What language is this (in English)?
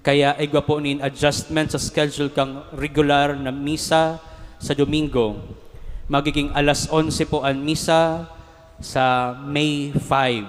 Bikol